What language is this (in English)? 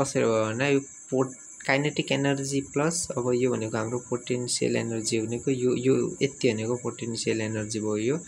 Nepali